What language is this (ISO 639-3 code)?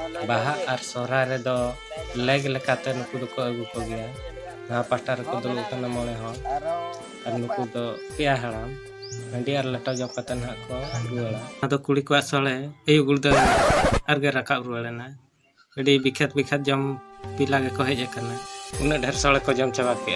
sat